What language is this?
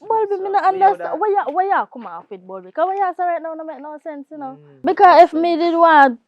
Jamaican Creole English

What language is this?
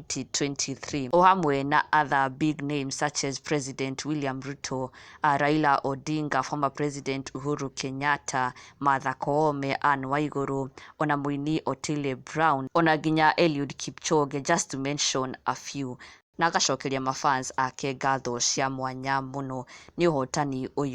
Kikuyu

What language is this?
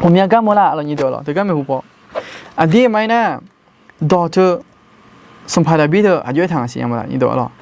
Akha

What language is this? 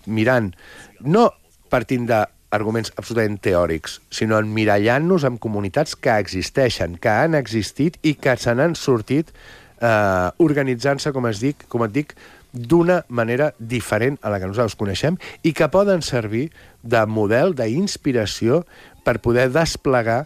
Catalan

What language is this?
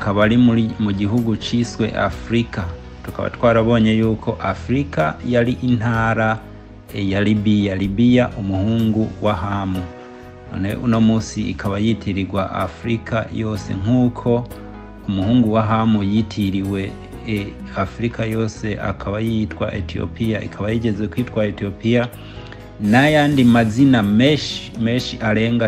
Rundi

